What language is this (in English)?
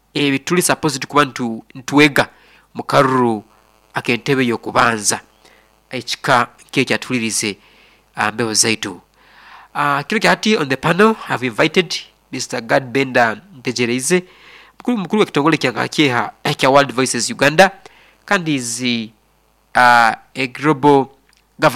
Nyoro